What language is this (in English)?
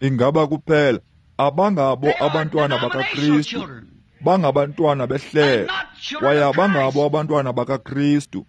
Xhosa